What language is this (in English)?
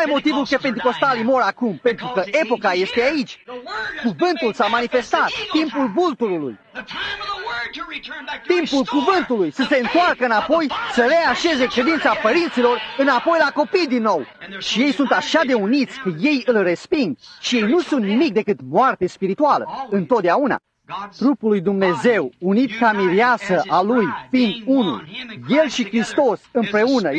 Romanian